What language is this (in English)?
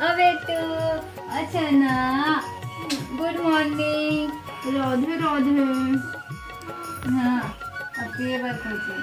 Chhattisgarhi